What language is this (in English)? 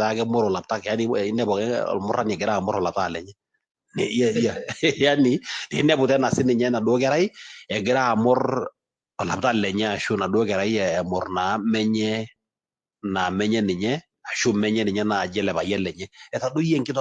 Masai